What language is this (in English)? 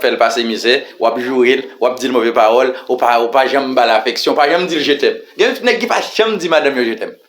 Haitian Creole